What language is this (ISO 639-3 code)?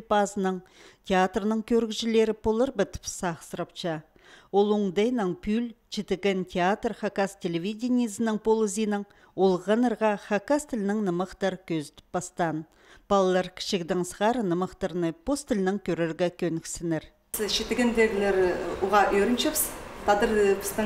kjh